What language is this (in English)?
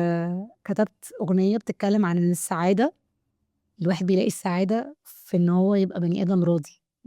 Egyptian Arabic